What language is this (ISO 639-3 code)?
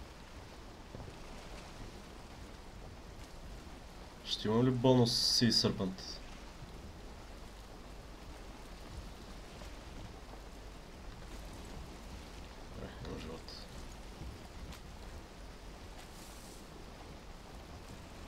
bul